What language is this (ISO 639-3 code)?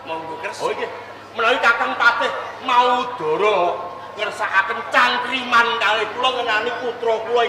jav